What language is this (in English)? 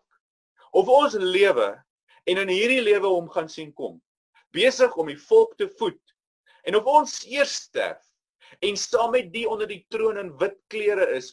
Afrikaans